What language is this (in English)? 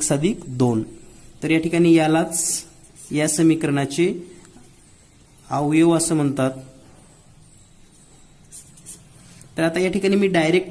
Marathi